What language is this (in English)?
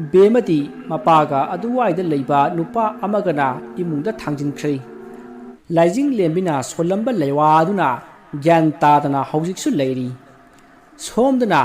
Manipuri